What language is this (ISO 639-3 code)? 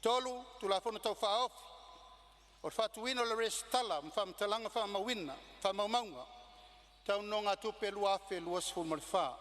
smo